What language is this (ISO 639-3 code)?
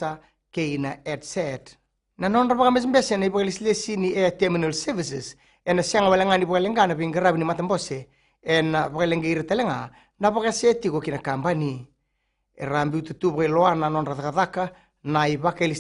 fij